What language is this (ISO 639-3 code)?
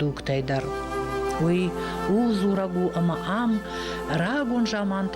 oss